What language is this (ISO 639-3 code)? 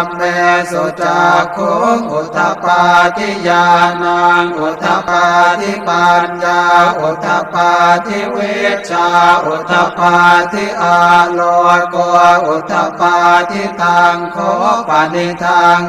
pli